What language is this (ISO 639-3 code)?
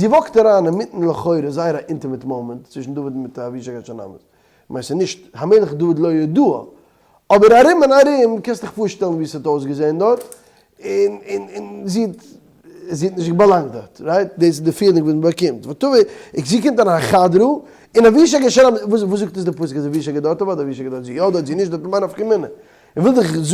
yid